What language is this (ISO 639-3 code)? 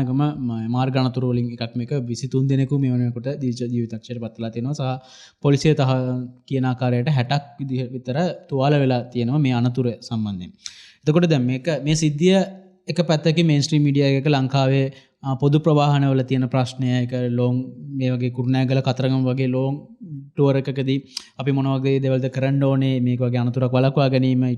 sin